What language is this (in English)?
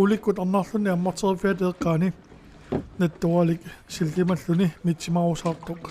Kalaallisut